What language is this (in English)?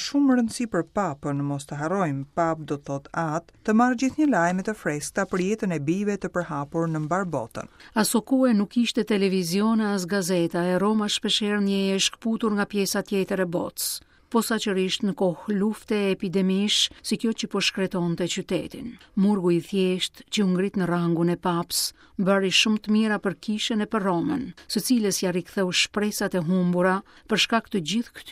Albanian